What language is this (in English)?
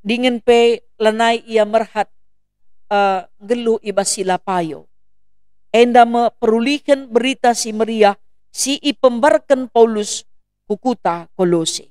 Batak Karo